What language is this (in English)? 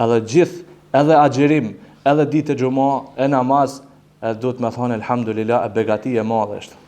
Albanian